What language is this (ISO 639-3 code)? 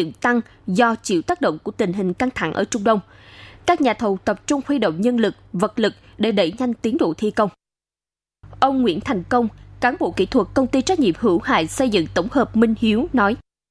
vie